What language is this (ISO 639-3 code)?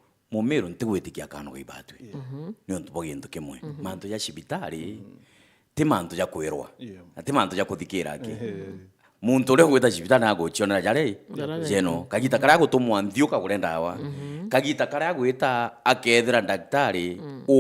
mer